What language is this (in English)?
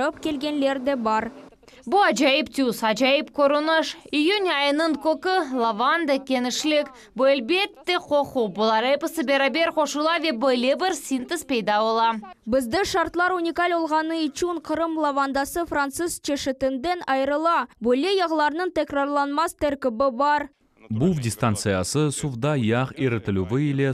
Crimean Tatar